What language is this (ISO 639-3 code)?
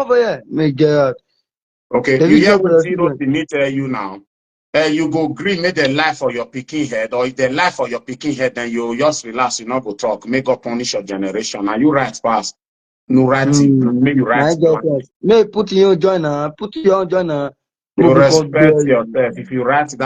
pcm